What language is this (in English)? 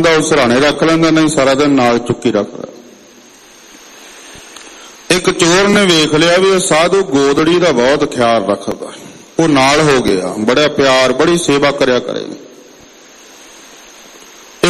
Punjabi